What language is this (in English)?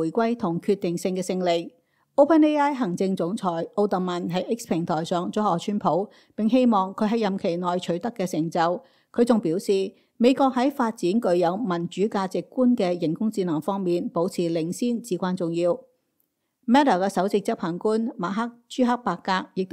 Cantonese